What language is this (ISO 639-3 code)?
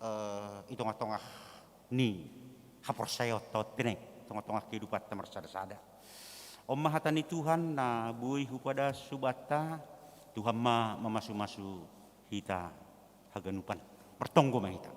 bts